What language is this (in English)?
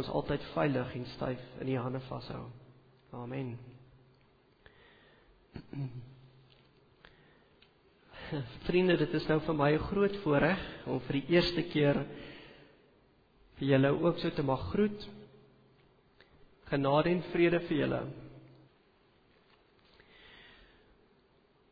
Afrikaans